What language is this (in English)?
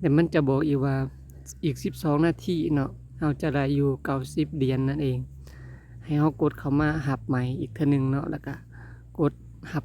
Lao